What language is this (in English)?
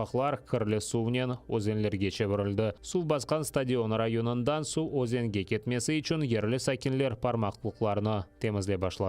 Crimean Tatar